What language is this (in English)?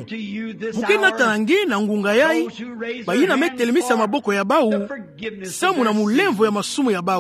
Kituba (Democratic Republic of Congo)